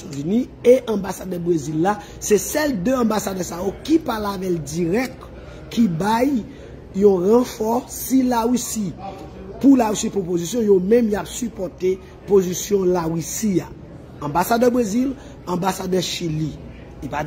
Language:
Haitian Creole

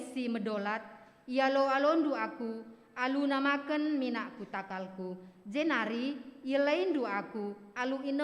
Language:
Batak Karo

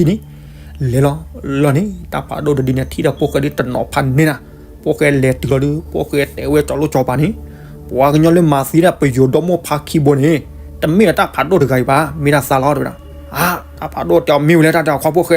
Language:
S'gaw Karen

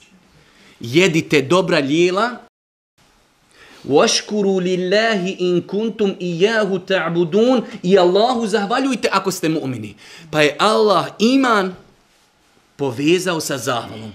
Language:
Bosnian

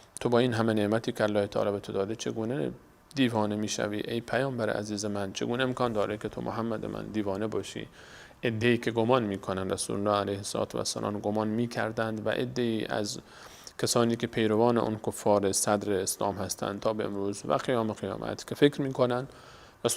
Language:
Persian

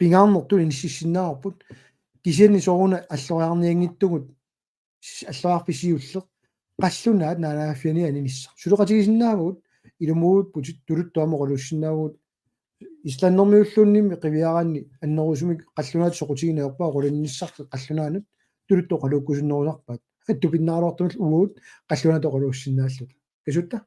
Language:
Kalaallisut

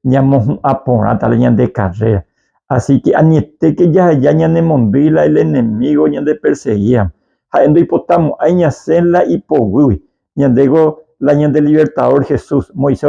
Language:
Guarani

